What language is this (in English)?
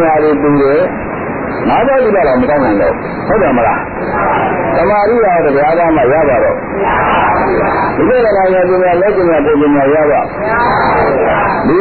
Burmese